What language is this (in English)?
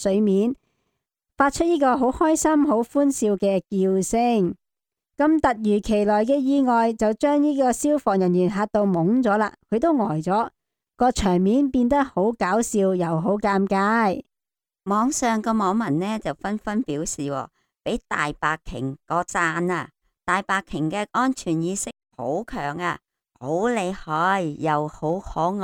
Cantonese